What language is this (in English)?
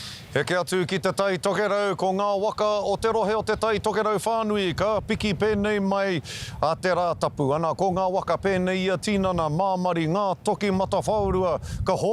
Māori